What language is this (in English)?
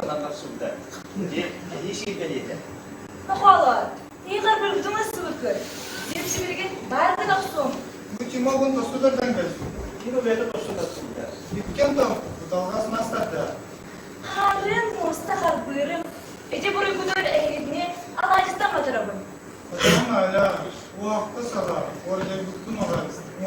Yakut